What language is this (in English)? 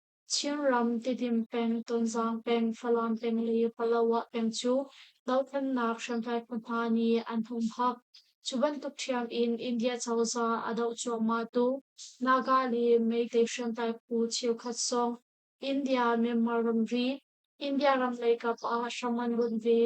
Hakha Chin